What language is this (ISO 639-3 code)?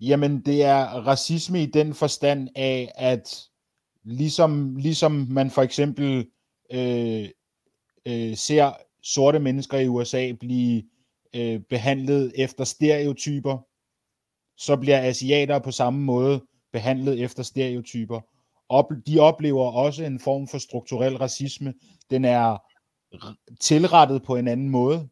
dan